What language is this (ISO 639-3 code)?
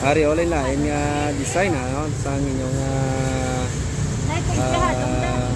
hil